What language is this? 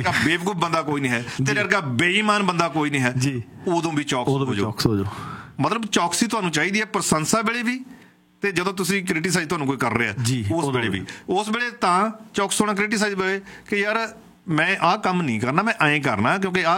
Punjabi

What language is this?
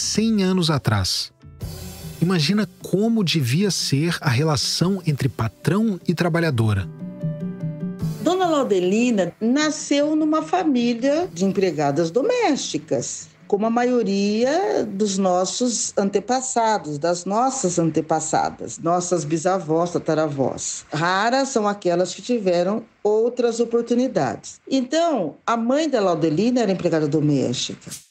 Portuguese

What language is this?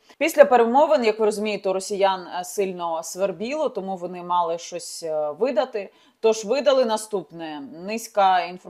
Ukrainian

